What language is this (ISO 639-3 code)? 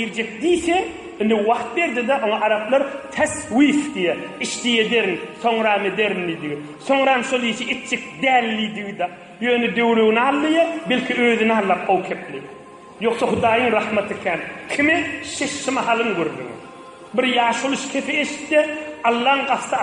tuk